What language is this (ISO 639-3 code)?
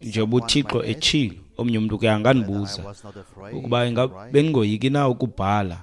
xho